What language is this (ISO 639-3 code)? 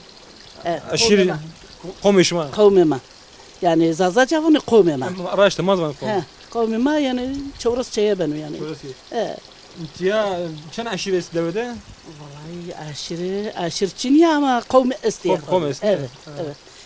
zza